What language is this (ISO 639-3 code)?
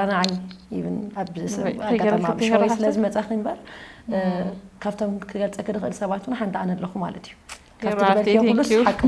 tir